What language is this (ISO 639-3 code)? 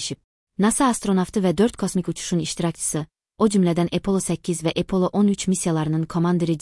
aze